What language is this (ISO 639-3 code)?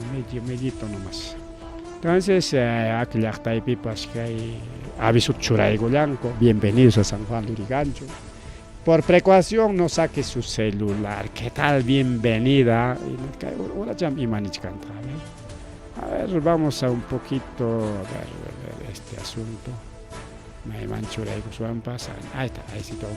quy